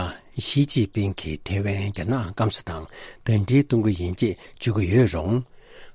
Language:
Tibetan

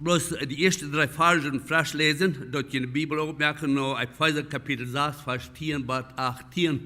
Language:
Plautdietsch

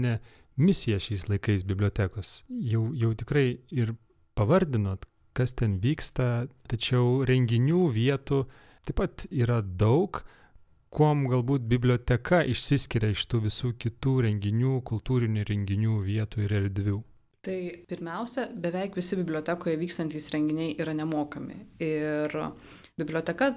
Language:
Lithuanian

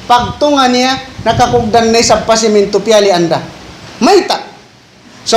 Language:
Tausug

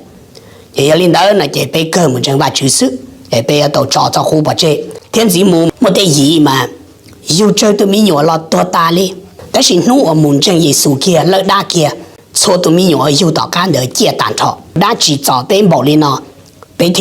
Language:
Hmong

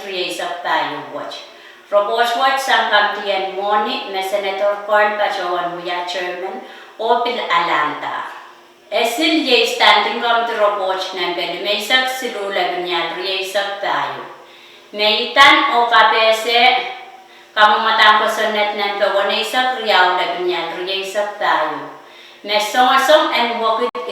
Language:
Pohnpeian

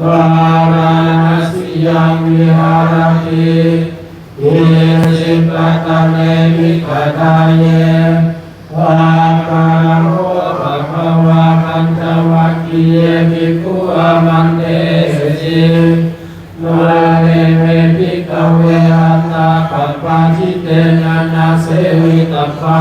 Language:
Pali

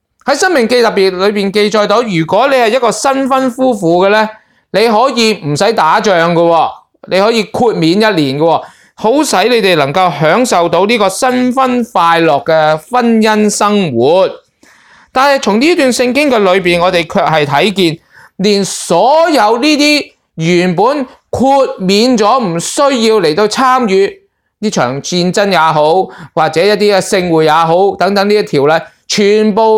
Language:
Cantonese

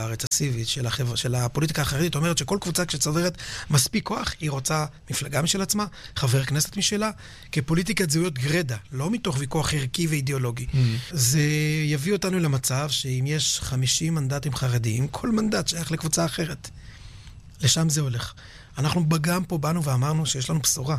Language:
Hebrew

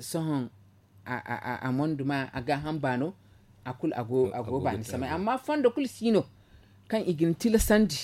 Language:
Zarma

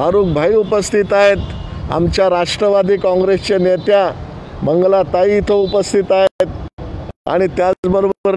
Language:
Marathi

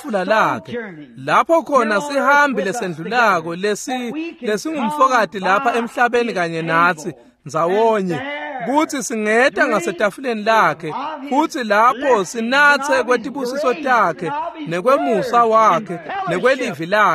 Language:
Swati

